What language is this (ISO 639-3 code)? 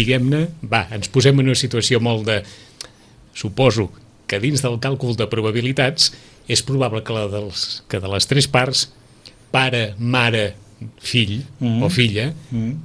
cat